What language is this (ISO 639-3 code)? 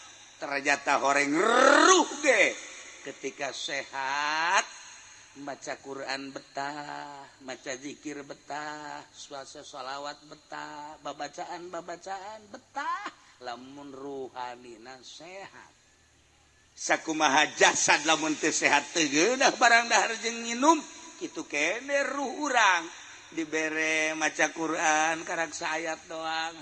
sun